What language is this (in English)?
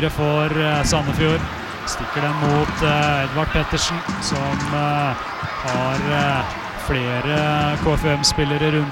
Norwegian